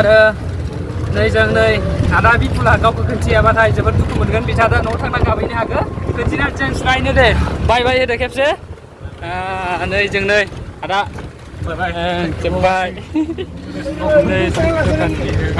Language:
Bodo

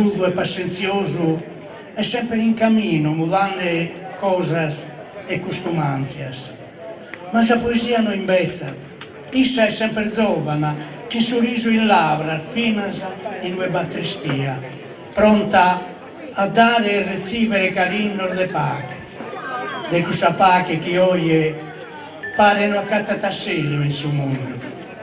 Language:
Sardinian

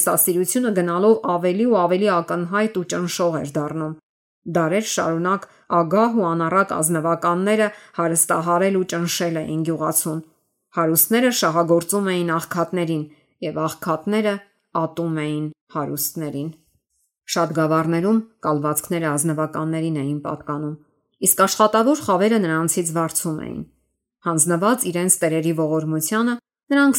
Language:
Armenian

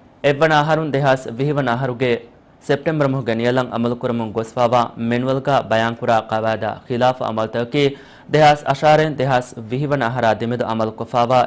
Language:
Divehi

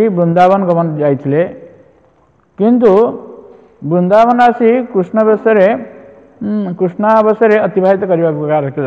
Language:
Odia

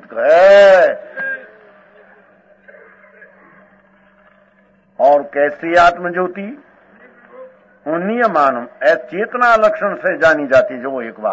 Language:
Gujarati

